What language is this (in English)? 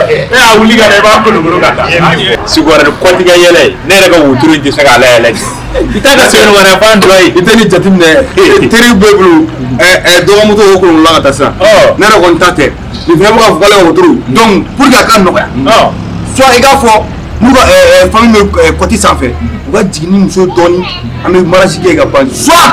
Bambara